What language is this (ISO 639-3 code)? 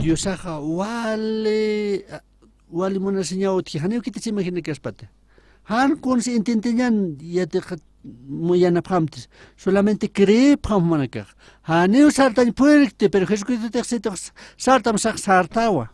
aym